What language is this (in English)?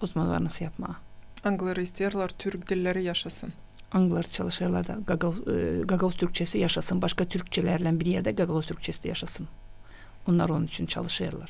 Gagauz